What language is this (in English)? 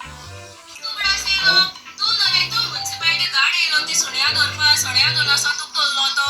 Konkani